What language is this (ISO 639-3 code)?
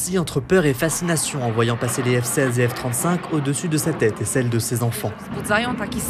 fra